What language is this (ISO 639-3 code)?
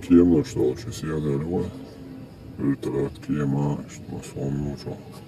che